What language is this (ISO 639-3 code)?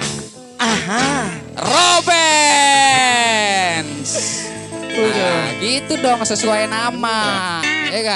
bew